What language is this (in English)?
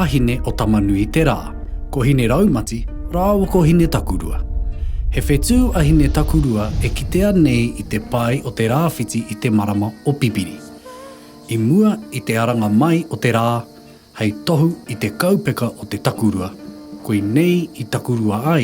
Māori